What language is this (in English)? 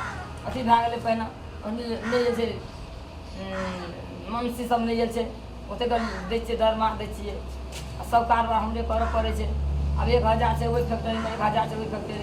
Maithili